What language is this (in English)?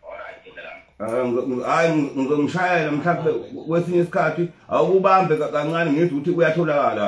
Zulu